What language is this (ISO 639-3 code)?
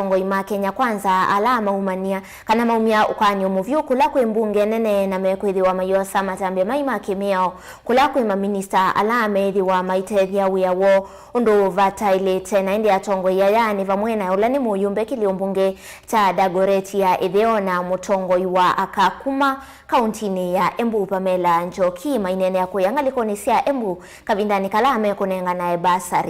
kam